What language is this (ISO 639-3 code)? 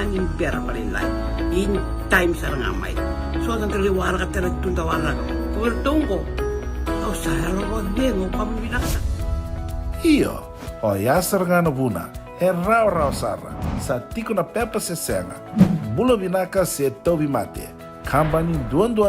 fij